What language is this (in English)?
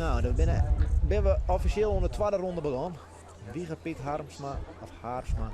Western Frisian